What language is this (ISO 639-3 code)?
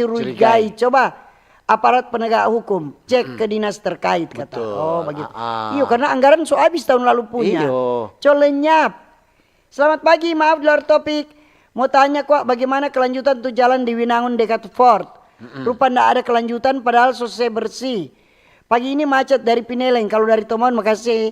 xmm